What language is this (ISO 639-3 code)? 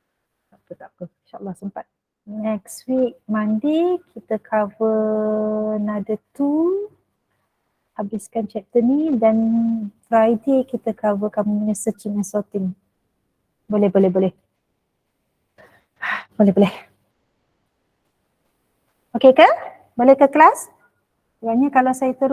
msa